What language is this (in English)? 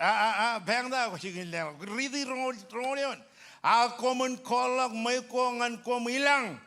Marshallese